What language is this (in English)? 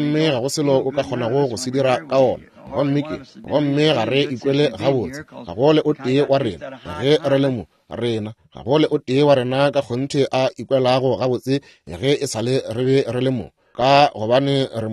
Northern Sotho